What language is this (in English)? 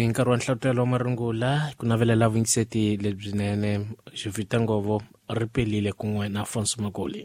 Tsonga